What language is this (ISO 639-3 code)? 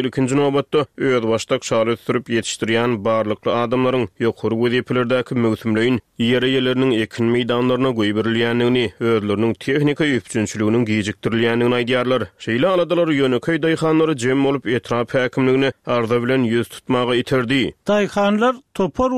tuk